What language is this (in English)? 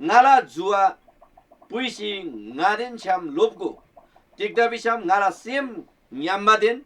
Eastern Tamang